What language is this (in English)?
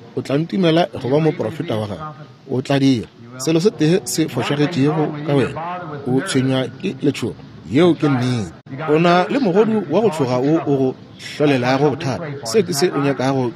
Northern Sotho